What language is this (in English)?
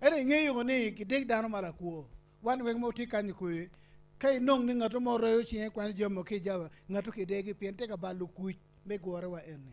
Acoli